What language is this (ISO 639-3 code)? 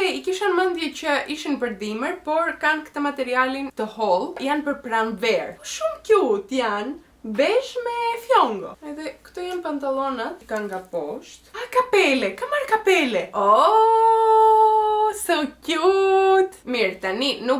sqi